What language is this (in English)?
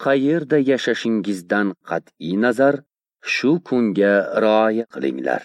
Uzbek